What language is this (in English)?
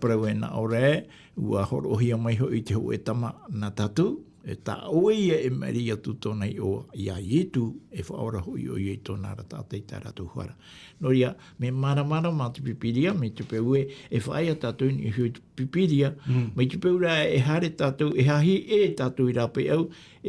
Tahitian